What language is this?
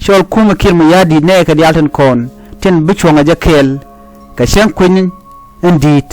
Nuer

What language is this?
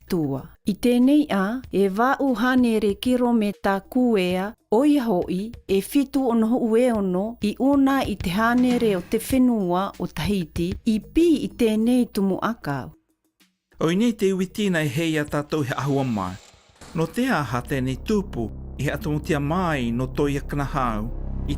South Marquesan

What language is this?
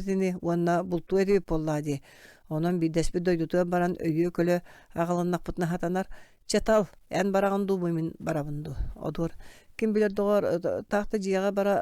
Yakut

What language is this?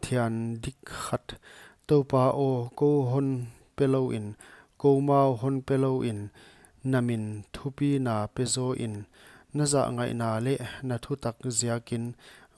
Paite Chin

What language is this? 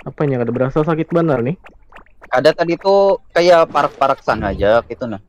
Banjar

